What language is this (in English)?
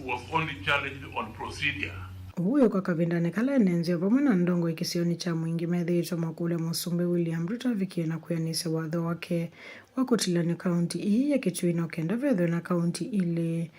Kamba